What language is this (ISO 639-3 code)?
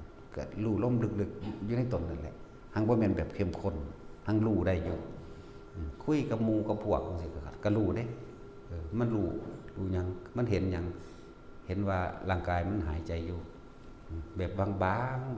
tts